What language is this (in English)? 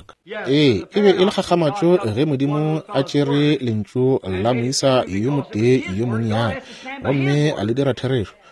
Northern Sotho